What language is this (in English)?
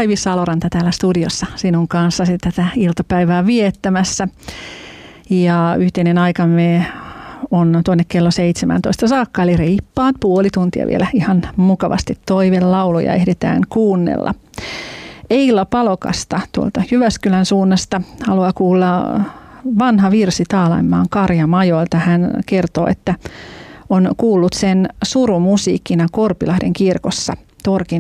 Finnish